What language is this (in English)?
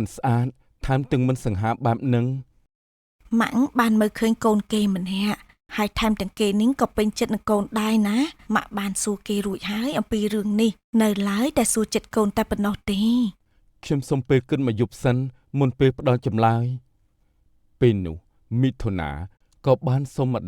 Khmer